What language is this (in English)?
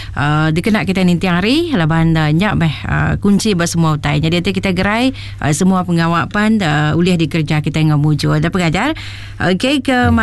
Iban